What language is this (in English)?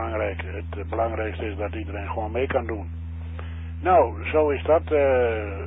Dutch